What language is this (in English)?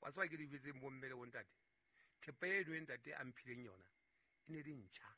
Southern Sotho